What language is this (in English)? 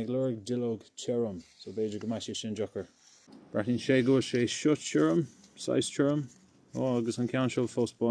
Irish